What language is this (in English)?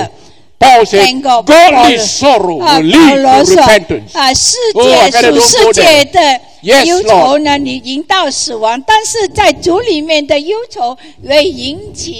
Chinese